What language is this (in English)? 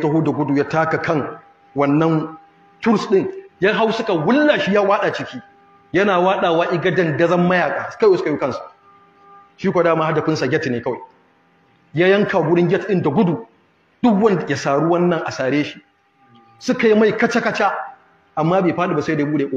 Hausa